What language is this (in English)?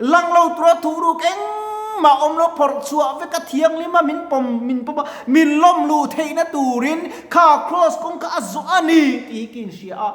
Mizo